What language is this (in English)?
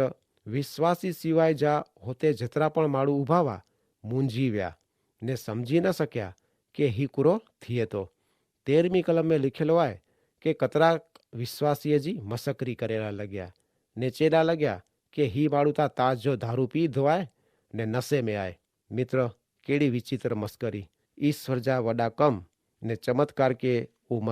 Kachhi